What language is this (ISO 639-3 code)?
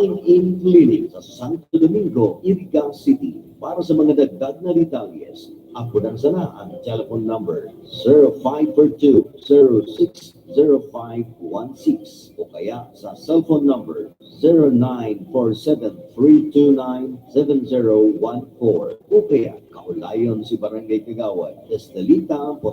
bik